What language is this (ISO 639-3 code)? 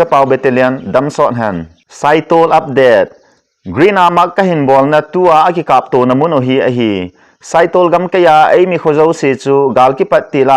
tcz